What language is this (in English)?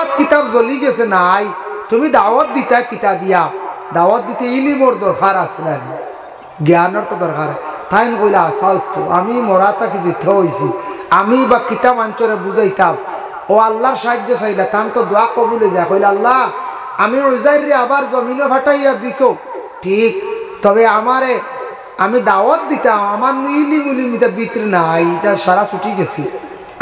Sylheti